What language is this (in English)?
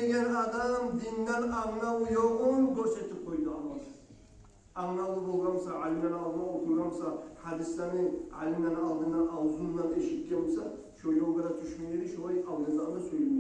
Kumyk